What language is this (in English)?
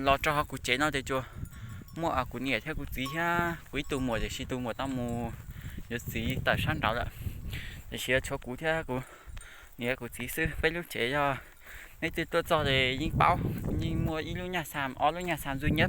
Hmong